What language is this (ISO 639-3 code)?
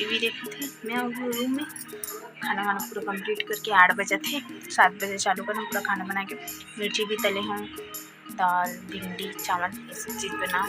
hne